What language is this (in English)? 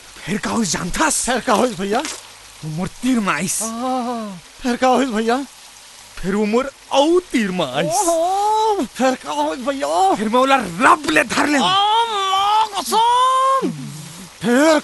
Chhattisgarhi